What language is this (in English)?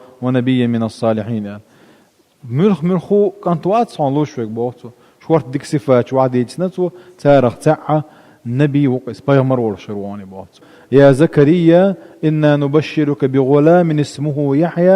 Chechen